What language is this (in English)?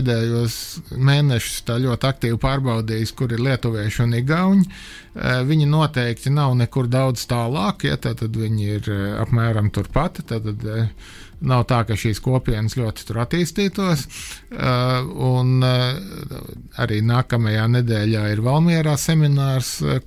Latvian